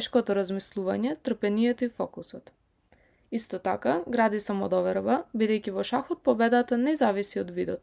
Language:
Macedonian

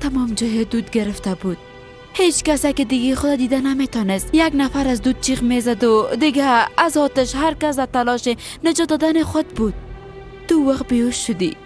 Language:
Persian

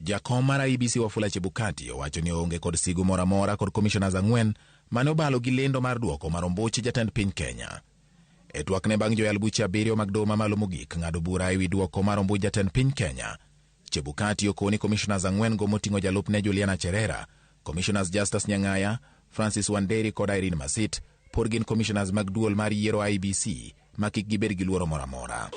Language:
Luo (Kenya and Tanzania)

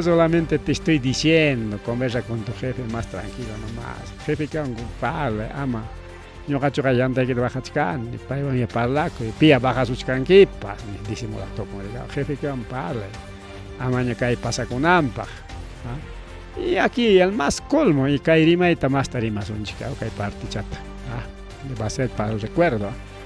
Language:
Ayacucho Quechua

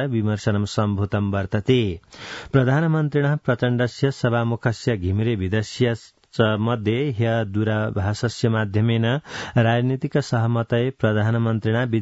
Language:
Sanskrit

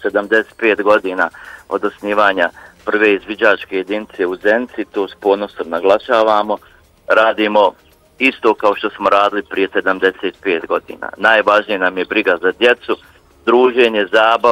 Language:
Bosnian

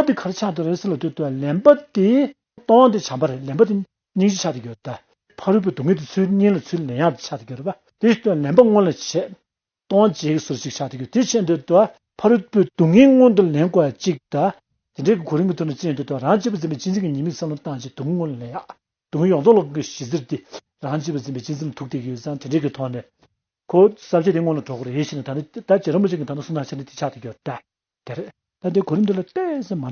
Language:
Tibetan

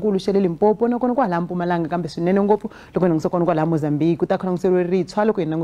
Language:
Tsonga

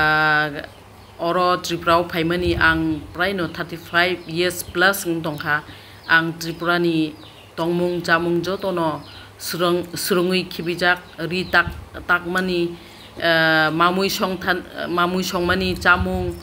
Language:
Kok Borok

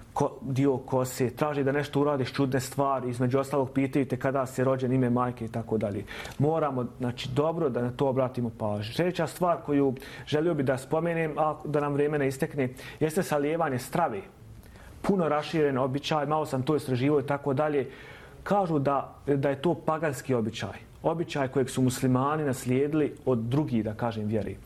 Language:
Bosnian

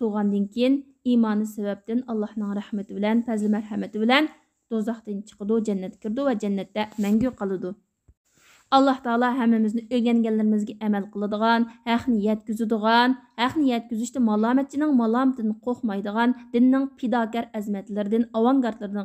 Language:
Uyghur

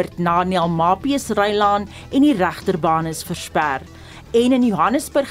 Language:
Afrikaans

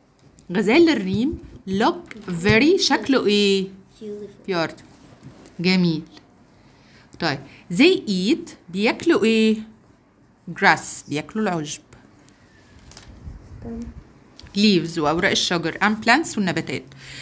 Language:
Egyptian Arabic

